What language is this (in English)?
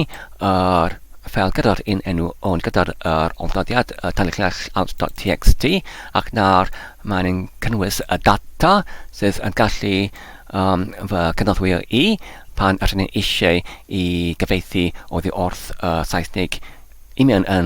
Welsh